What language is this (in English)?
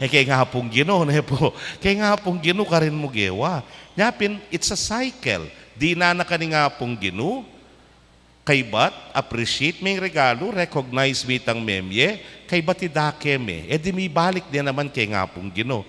Pampanga